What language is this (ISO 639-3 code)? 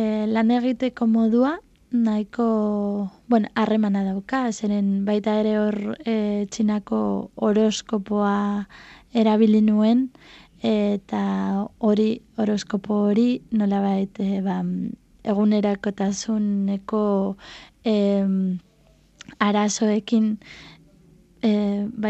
eus